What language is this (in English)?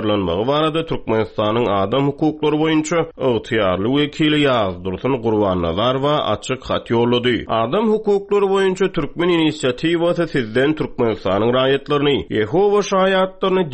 Turkmen